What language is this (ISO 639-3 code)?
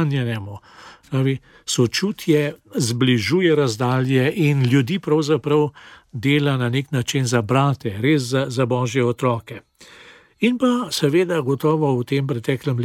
slv